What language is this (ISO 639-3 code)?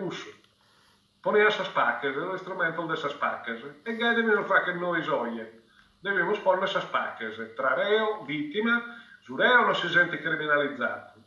srd